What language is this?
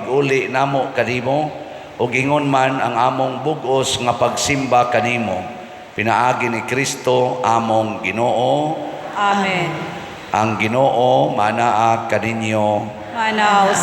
Cebuano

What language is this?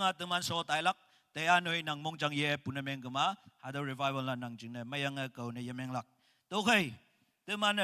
Naga Pidgin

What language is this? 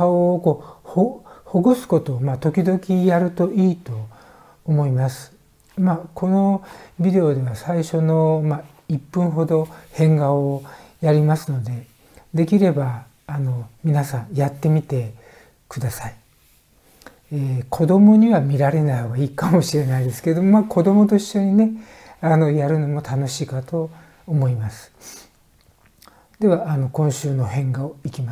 Japanese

